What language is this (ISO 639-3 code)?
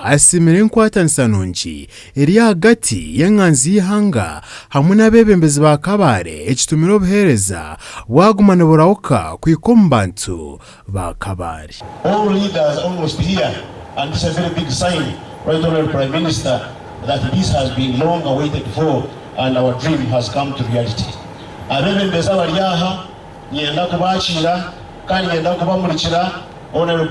nyn